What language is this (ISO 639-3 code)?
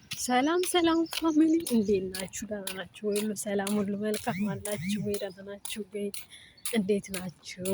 amh